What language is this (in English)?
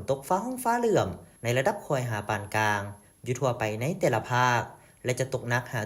Lao